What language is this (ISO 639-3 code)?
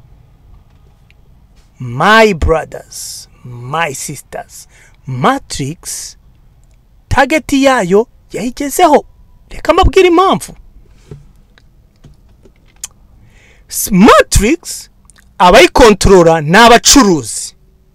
kin